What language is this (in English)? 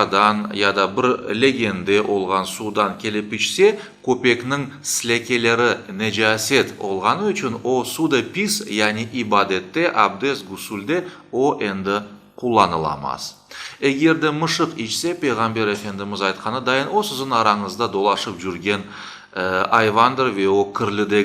Crimean Tatar